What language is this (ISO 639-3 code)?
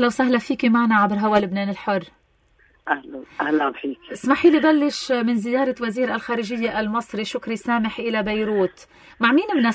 apc